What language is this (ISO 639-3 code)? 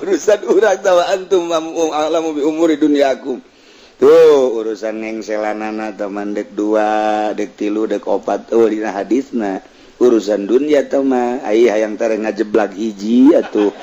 sun